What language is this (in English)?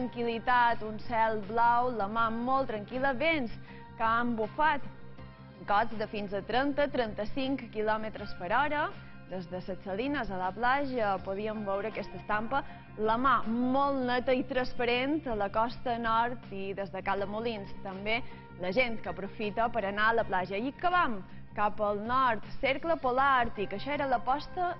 Catalan